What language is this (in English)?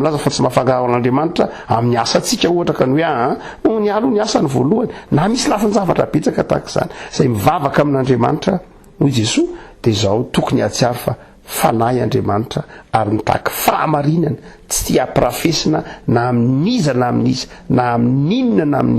Malagasy